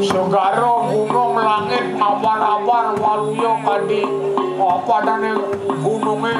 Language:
Balinese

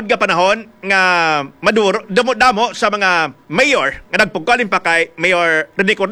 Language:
Hiligaynon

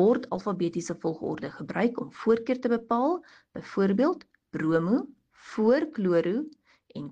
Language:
Afrikaans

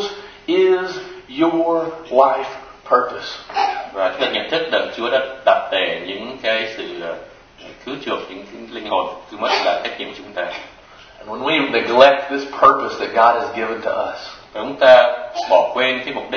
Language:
Vietnamese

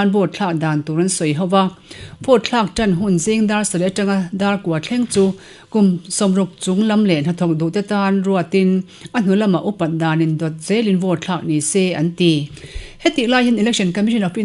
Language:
Mizo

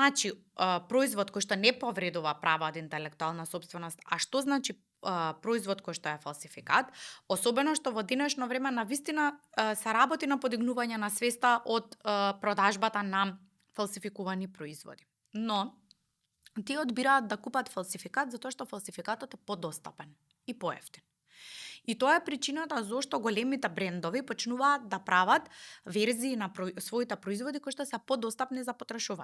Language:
Macedonian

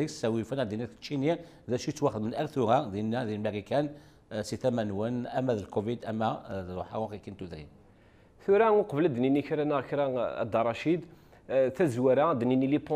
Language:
Kabyle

